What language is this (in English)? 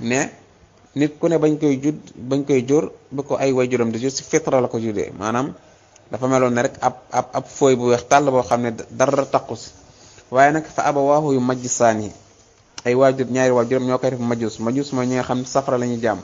Wolof